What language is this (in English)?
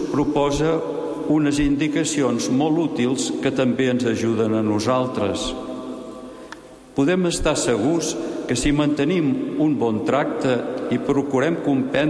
Catalan